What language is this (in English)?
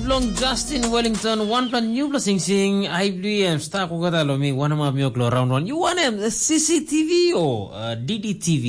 Tok Pisin